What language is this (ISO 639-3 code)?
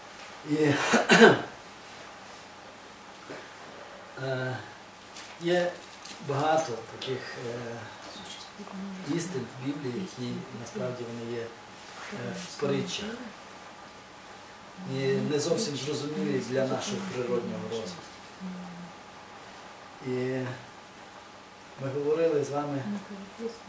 ukr